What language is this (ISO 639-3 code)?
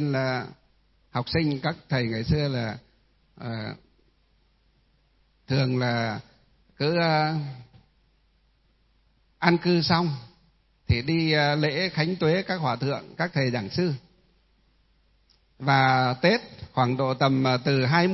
vie